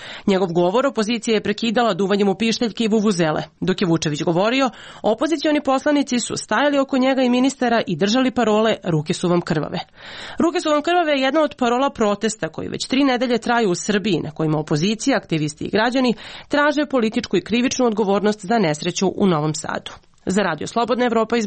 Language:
Serbian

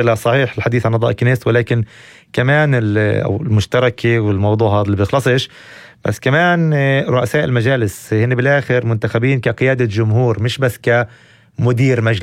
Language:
North Levantine Arabic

